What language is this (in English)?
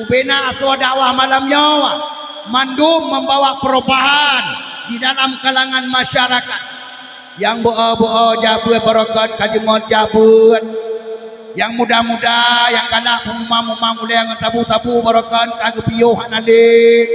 Achinese